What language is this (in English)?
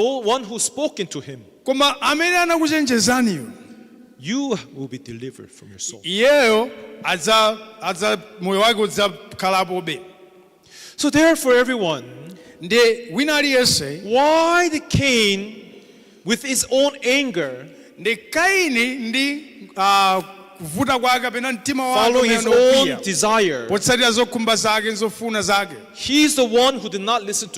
Nyanja